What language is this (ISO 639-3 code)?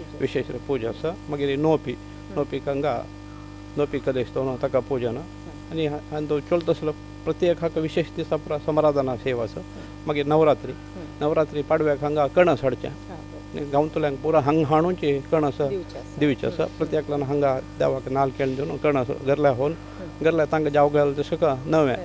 kok